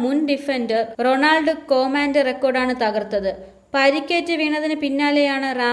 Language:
Malayalam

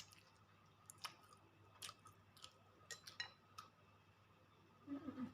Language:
Lao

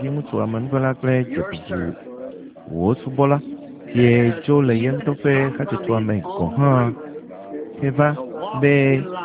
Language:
Ewe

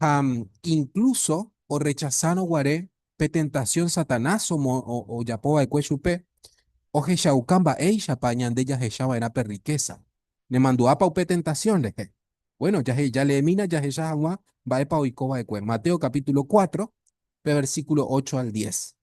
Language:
Guarani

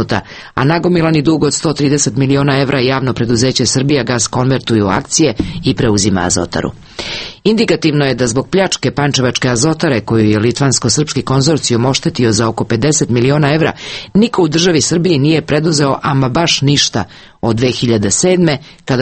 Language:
Serbian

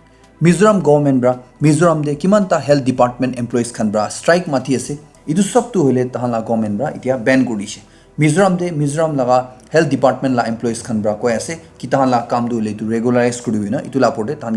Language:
Naga Pidgin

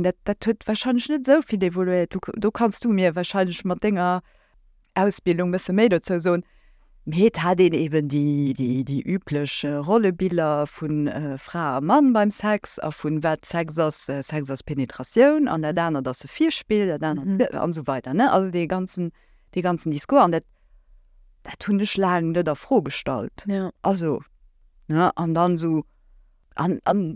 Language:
Luxembourgish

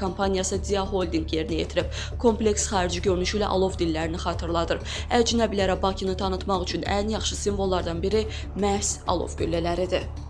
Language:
Azerbaijani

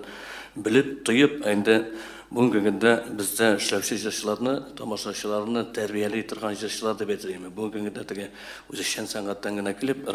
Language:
Tatar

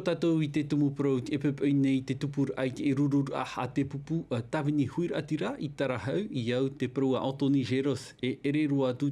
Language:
Tahitian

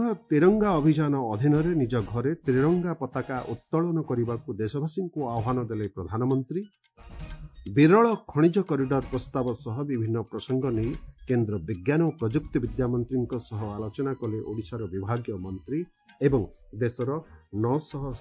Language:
Odia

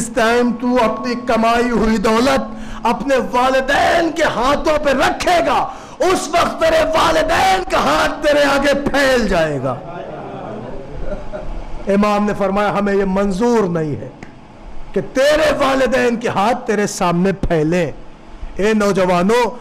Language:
Urdu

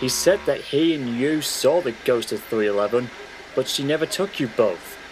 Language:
English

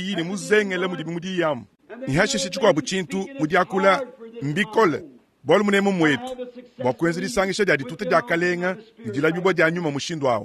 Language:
Luba-Lulua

